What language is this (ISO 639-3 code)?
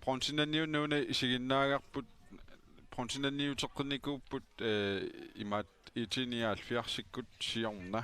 kal